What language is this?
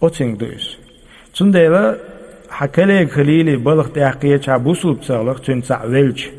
Chechen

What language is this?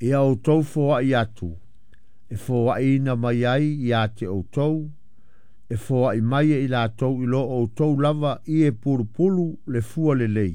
Samoan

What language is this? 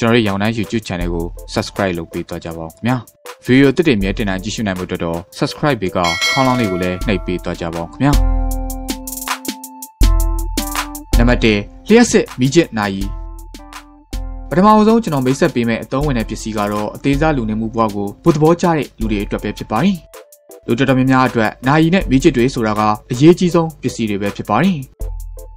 Burmese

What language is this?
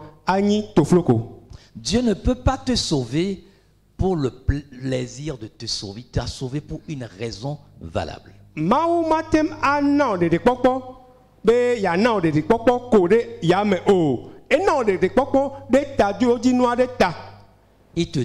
Ewe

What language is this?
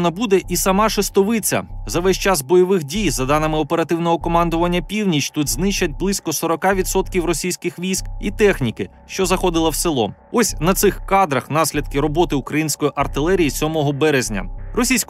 Ukrainian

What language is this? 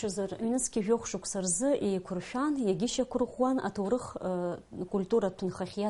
Abkhazian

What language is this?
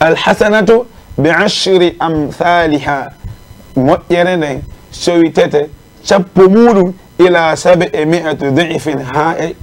Fula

